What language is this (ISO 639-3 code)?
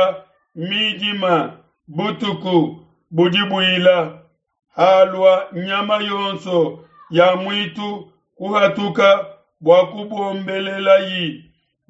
lua